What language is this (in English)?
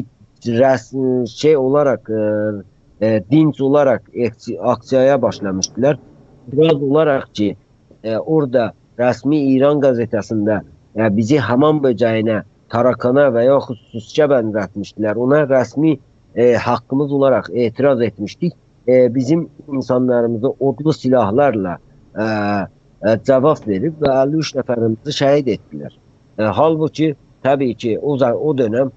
South Azerbaijani